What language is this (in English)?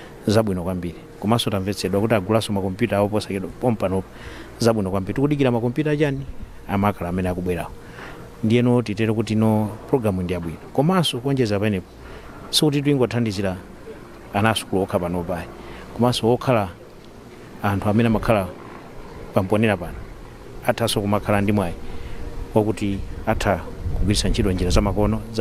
Nyanja